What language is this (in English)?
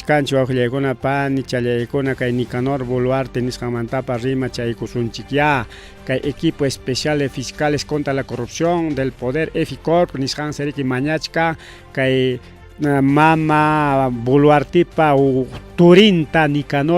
Ayacucho Quechua